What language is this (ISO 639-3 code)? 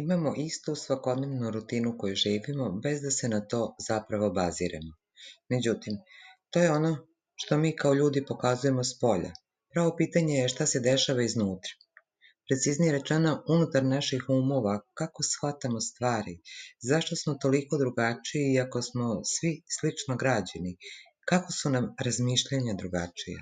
srp